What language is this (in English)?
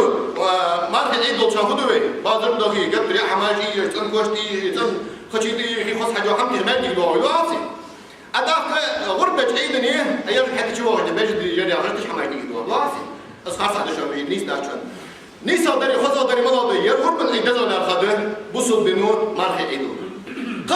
Ingush